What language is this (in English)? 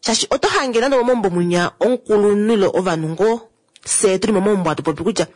Kuanyama